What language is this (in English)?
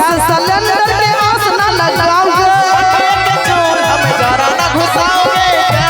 Maithili